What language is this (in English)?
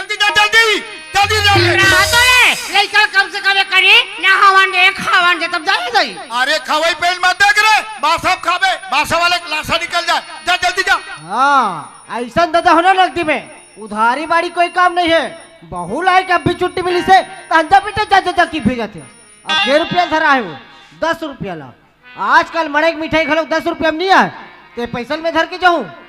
Chhattisgarhi